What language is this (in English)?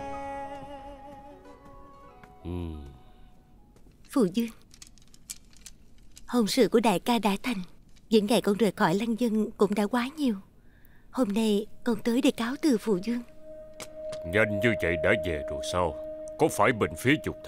Vietnamese